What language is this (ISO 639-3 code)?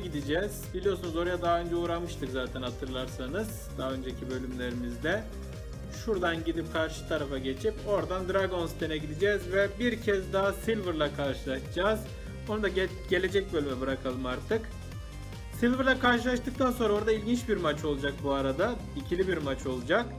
tur